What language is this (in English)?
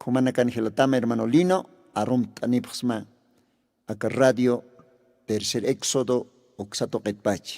Aymara